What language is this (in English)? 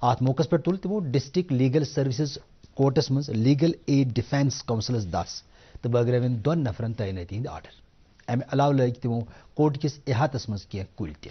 Kashmiri